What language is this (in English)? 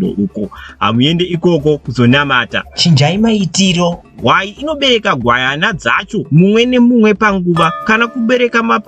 Shona